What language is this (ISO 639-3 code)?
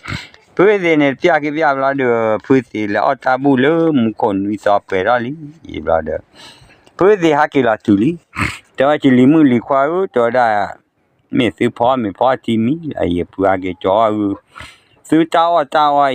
ksw